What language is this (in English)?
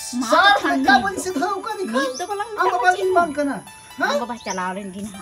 Santali